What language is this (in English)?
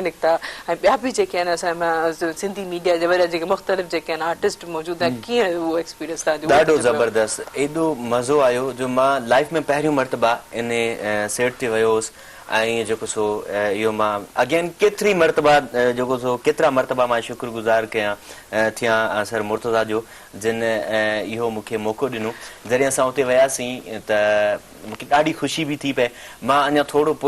Sindhi